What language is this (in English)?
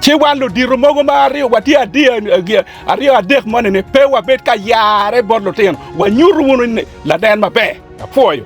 Acoli